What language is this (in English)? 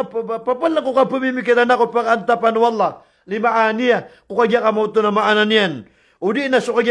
Maranao